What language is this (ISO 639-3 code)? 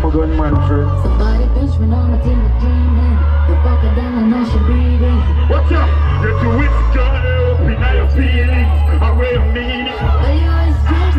jam